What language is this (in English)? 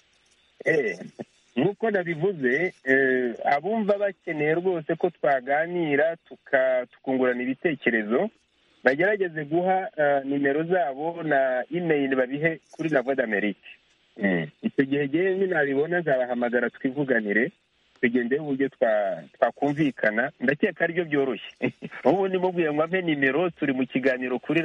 Kinyarwanda